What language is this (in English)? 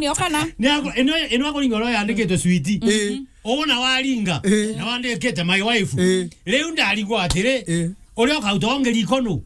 Meru